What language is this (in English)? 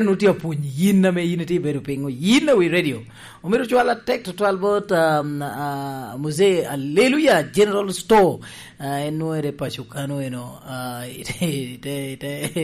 Lango (Uganda)